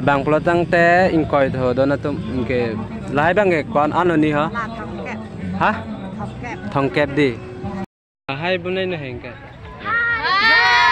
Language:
Karbi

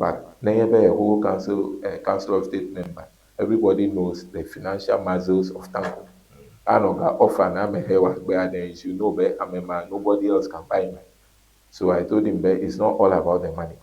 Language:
Ewe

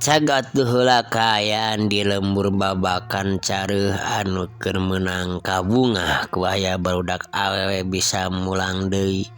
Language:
Sundanese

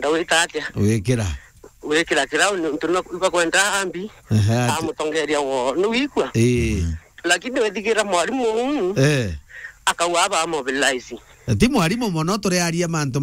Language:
Meru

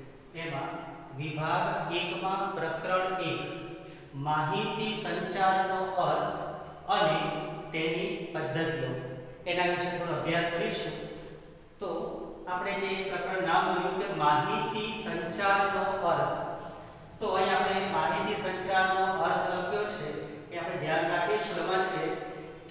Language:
Gujarati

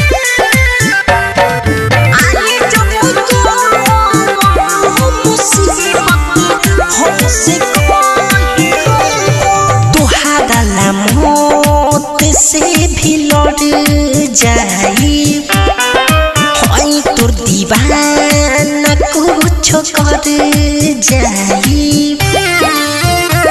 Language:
Bhojpuri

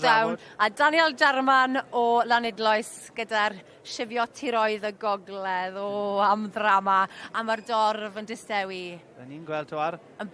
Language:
Welsh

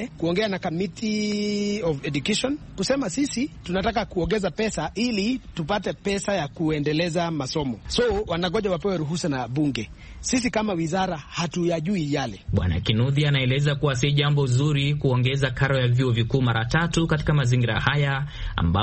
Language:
Swahili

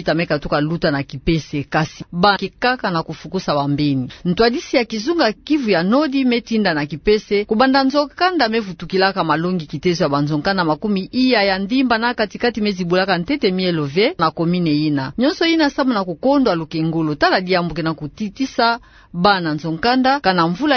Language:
Kituba (Democratic Republic of Congo)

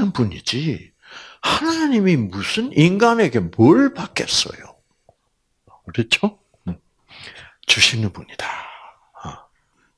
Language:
Korean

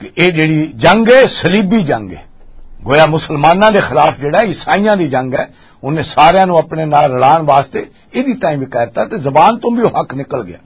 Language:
Western Panjabi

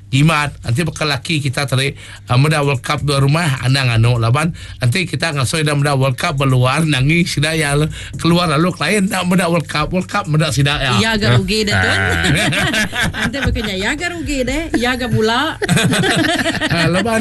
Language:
Iban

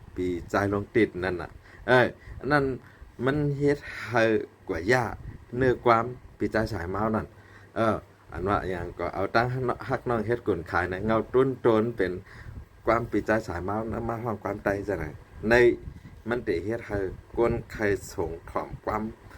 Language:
Shan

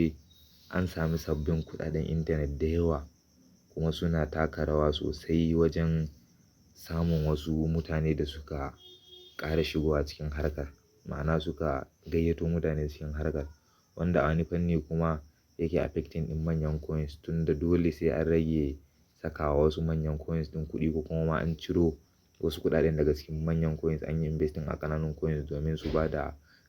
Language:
Hausa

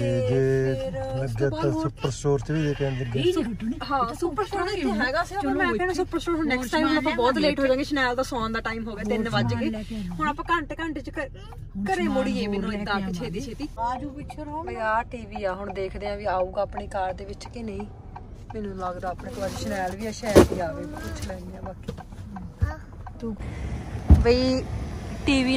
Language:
Punjabi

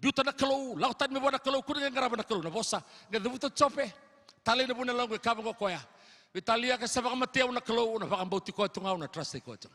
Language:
Fijian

